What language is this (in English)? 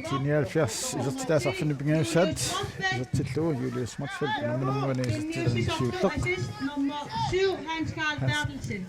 Kalaallisut